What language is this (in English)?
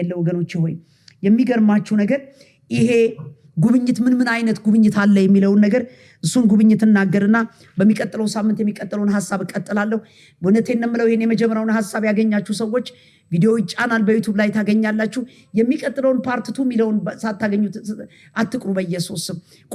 Amharic